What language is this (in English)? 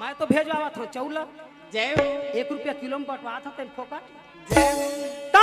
Chhattisgarhi